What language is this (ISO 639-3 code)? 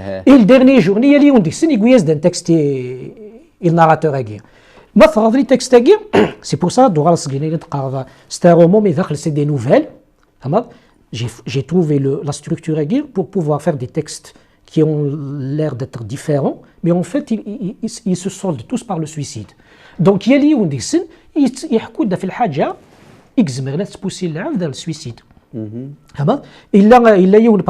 kab